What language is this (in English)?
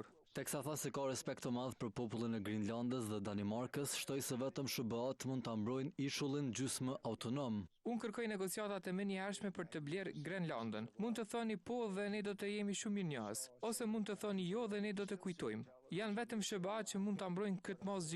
Albanian